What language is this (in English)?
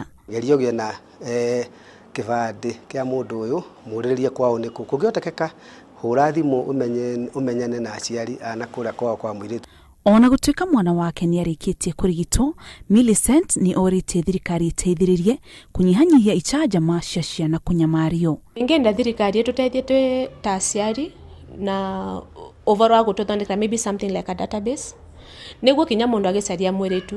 Kikuyu